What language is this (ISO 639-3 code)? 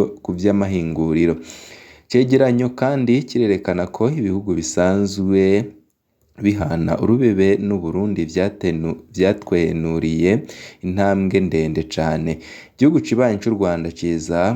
run